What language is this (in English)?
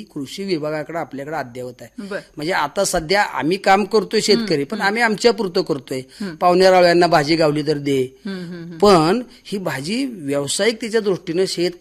Marathi